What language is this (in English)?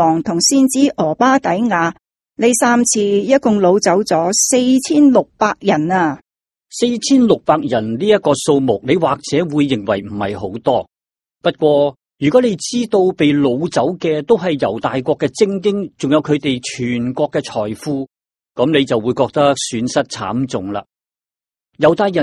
Cantonese